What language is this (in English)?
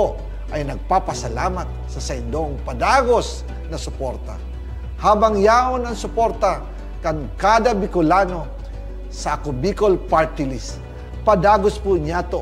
Bikol